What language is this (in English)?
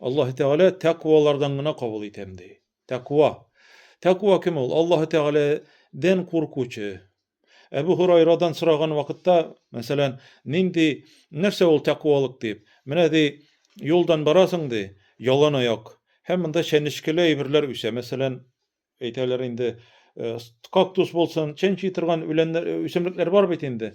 Tatar